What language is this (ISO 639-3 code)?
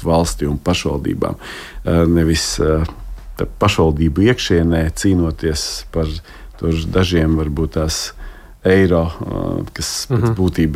lav